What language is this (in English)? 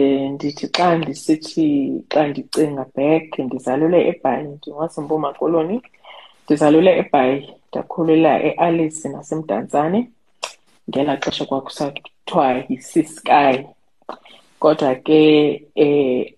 Xhosa